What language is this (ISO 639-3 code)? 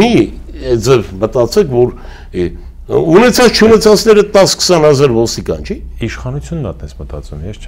hye